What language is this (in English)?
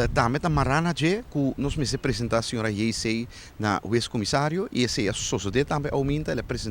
Papiamento